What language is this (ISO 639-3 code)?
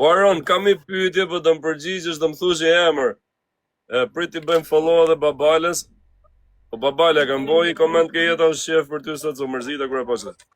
sqi